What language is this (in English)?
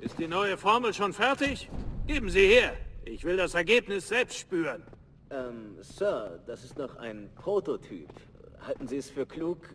Bavarian